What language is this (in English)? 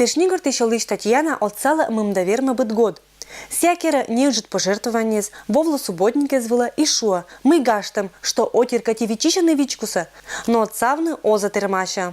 Komi-Permyak